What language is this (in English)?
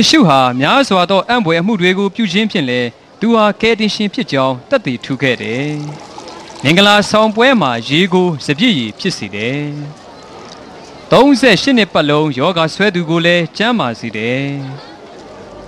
Burmese